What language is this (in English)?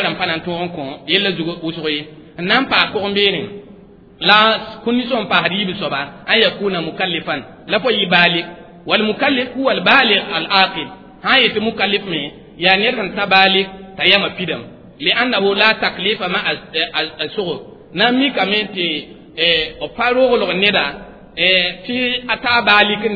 Mossi